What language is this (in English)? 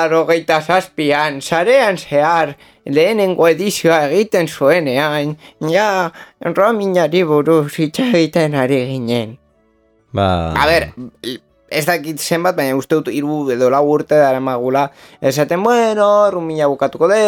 Basque